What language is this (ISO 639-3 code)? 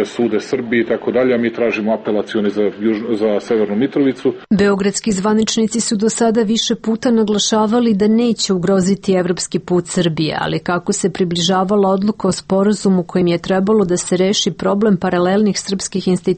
srp